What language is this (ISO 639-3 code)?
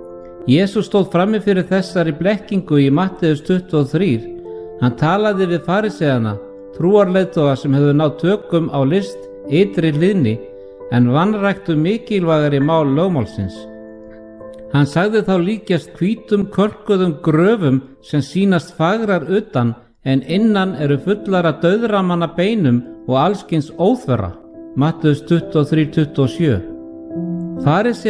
isl